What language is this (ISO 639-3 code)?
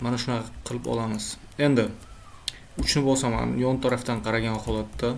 uzb